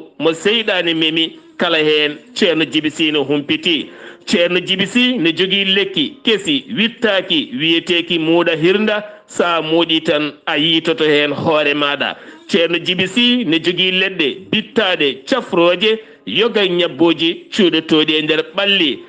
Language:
Fula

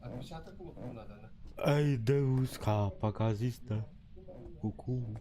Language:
Yakut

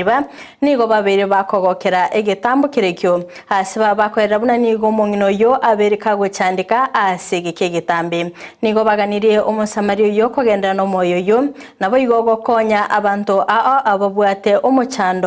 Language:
Gusii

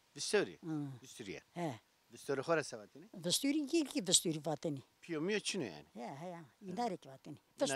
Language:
Zaza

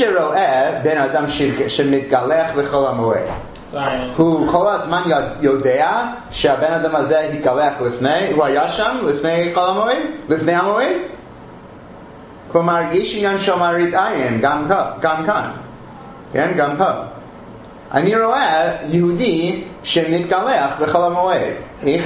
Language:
Hebrew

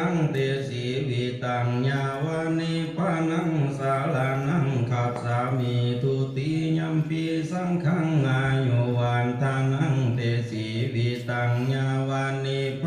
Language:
Pali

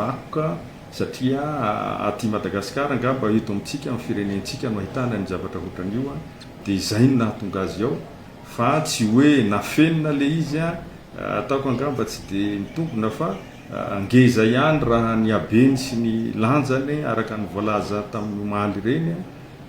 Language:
Malagasy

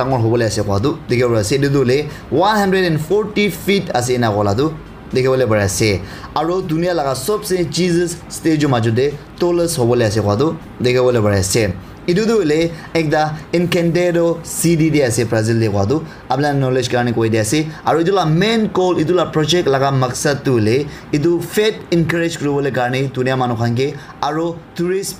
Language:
Naga Pidgin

